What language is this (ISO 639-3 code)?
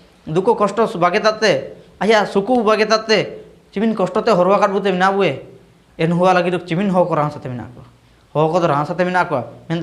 hoc